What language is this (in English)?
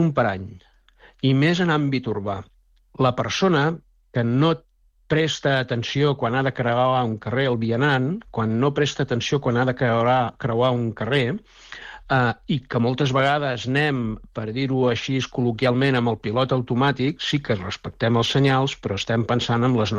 Catalan